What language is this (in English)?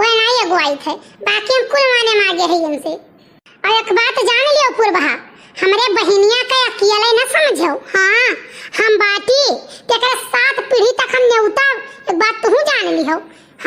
Awadhi